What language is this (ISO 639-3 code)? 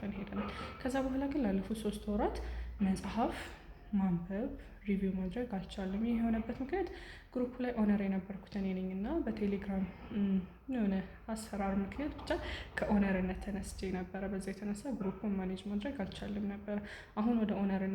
amh